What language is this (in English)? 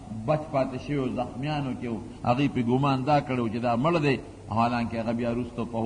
Pashto